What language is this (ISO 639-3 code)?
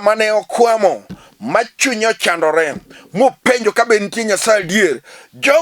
luo